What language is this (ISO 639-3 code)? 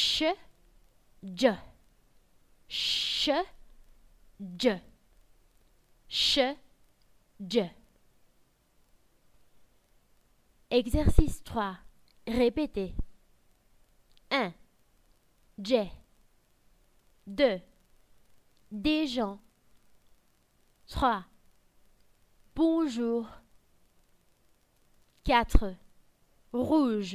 fra